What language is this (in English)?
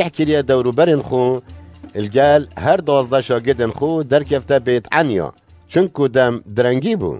Kurdish